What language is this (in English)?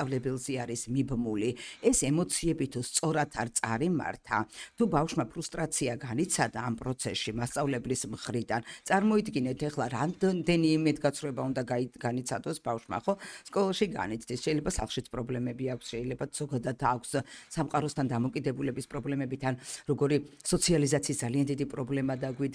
Georgian